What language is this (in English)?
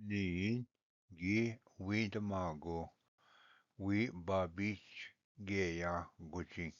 Ojibwa